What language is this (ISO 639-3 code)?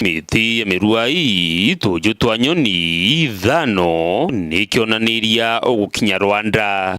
mer